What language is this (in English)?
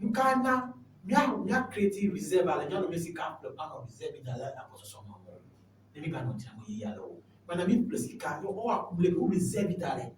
Ewe